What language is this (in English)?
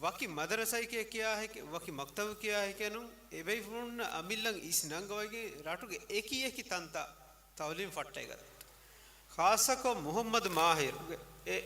Divehi